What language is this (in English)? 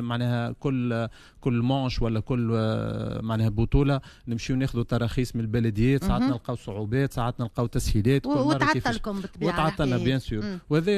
Tunisian Arabic